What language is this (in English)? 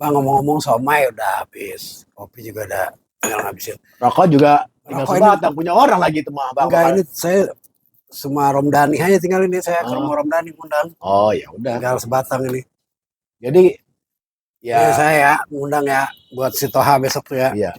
Betawi